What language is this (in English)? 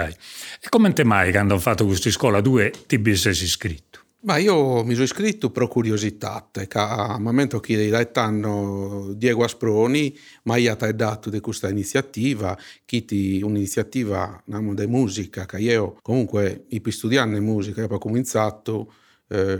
Sardinian